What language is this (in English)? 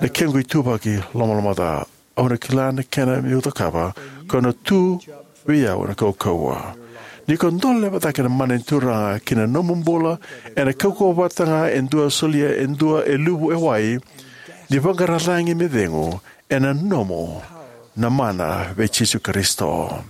Fijian